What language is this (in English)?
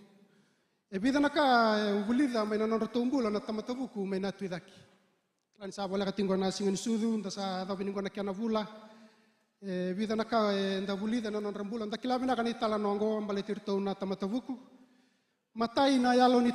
Fijian